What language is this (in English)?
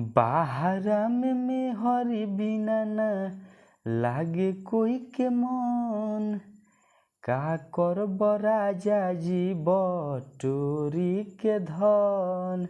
Bhojpuri